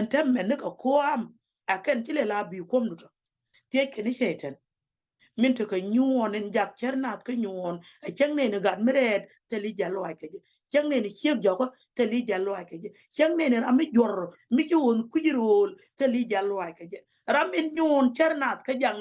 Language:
Nuer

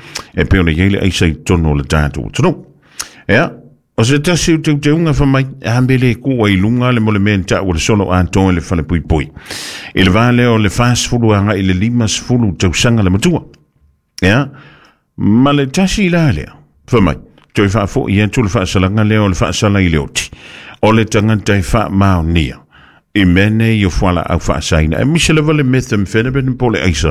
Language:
Samoan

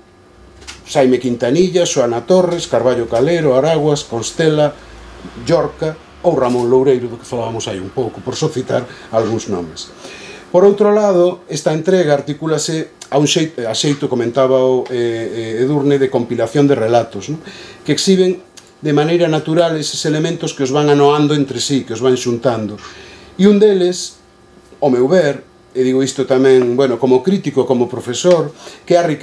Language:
Galician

